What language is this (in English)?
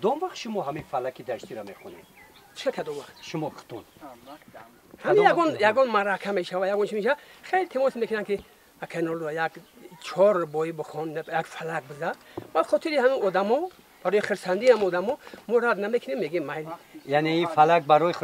Tajik